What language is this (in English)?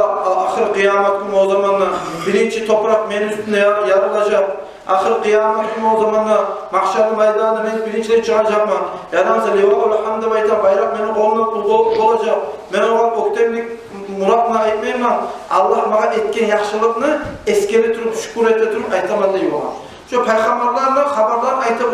Kumyk